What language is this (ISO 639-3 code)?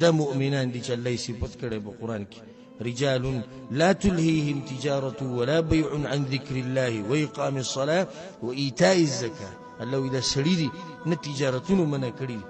pus